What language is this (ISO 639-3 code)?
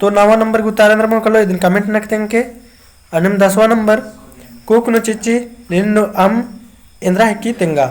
kru